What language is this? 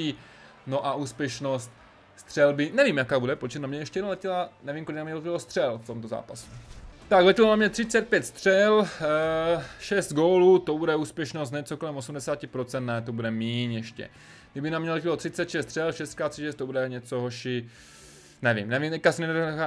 Czech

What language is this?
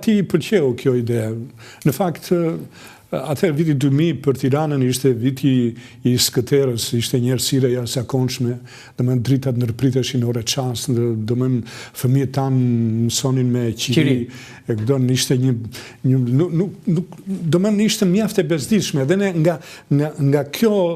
Albanian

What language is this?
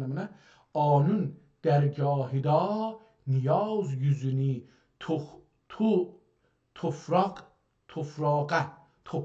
South Azerbaijani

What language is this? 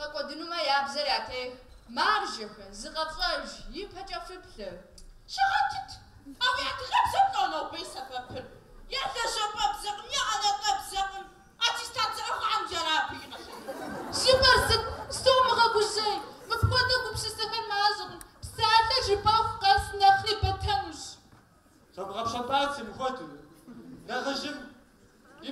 Kabardian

